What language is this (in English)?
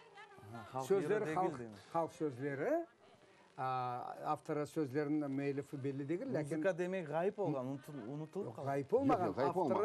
Crimean Tatar